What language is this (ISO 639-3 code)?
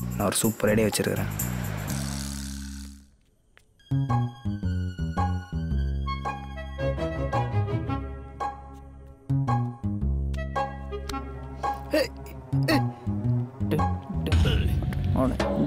tam